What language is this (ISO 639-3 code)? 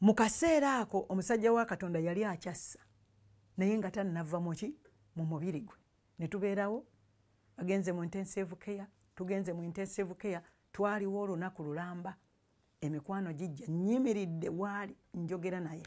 lug